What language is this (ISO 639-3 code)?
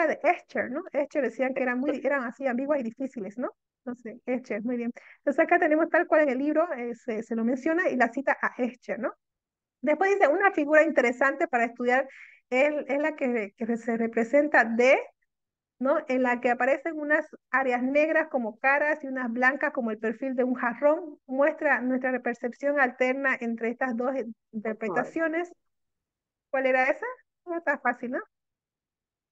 spa